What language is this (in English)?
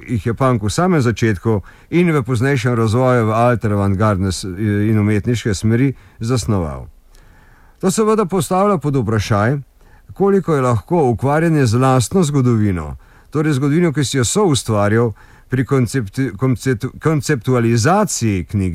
Slovenian